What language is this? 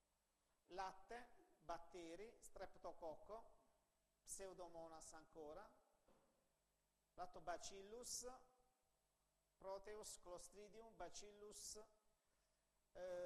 Italian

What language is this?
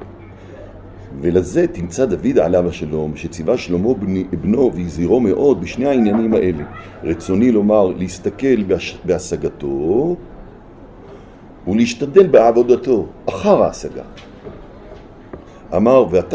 Hebrew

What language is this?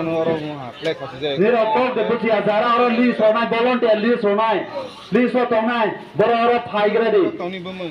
Kok Borok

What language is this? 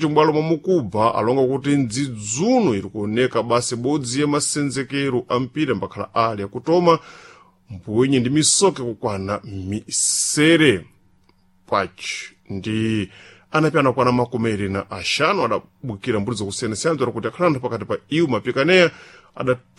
Sena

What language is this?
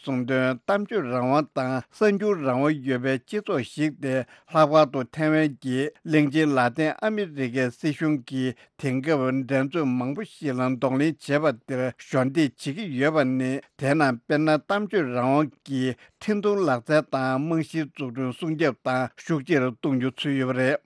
Tibetan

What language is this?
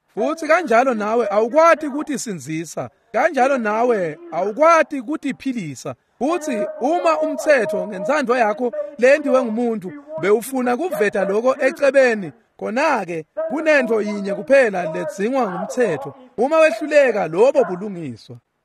Swati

